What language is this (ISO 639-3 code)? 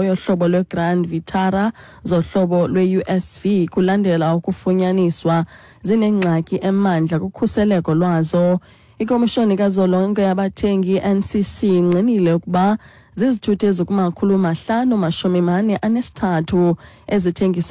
xho